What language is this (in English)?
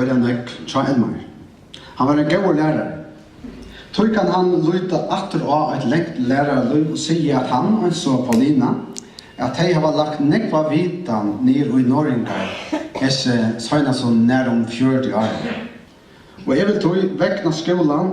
Faroese